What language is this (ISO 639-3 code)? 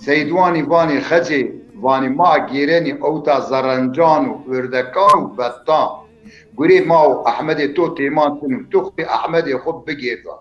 zza